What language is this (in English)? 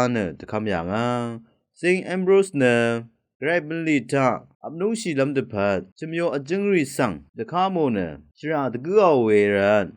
Rawang